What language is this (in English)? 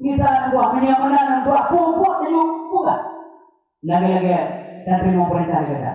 Achinese